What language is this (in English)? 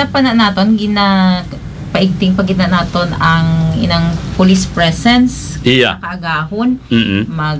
Hiligaynon